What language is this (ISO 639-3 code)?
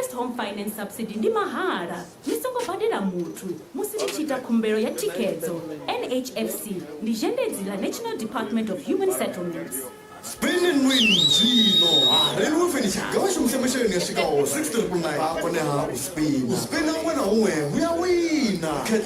ven